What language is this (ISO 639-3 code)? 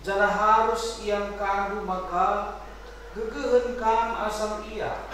btx